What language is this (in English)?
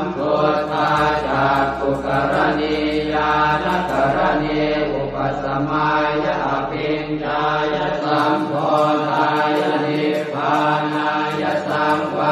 Pali